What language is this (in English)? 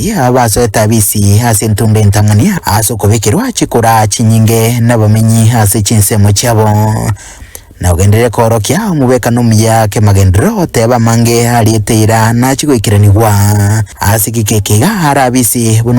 Gusii